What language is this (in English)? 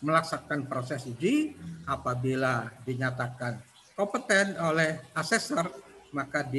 Indonesian